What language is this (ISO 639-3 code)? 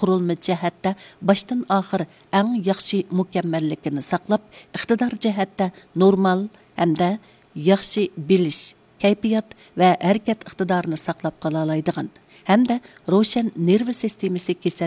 uig